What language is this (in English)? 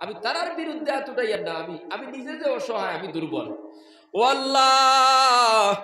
Sylheti